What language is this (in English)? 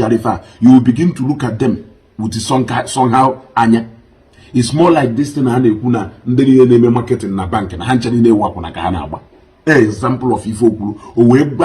Igbo